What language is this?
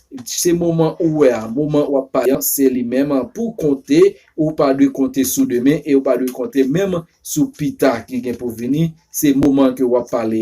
Haitian Creole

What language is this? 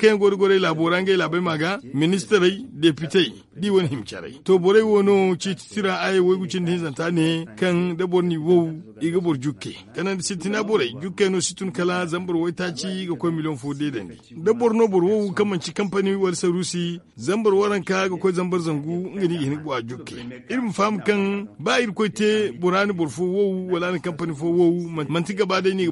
Zarma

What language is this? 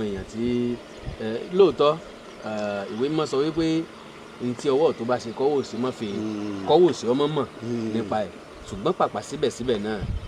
Yoruba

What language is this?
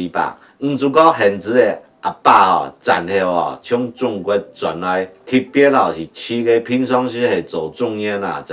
Hakka Chinese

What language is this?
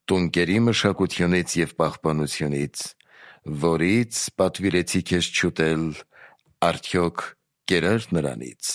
Armenian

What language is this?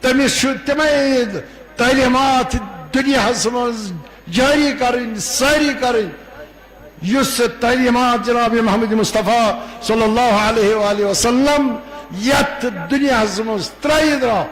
Kashmiri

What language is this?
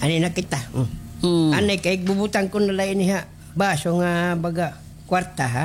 Waray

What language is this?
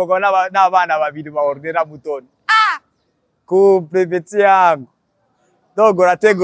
Rundi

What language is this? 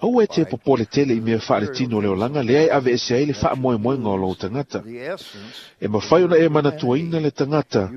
Samoan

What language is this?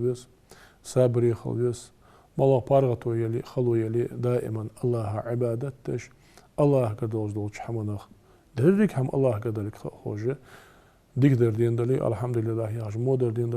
Ingush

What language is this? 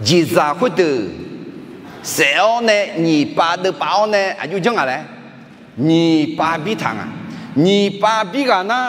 Akha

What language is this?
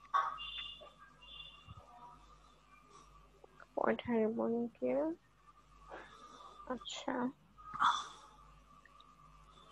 Bangla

